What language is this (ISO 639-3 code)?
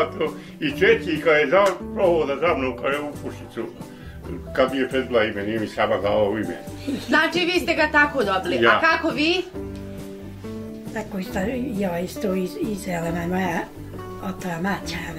bos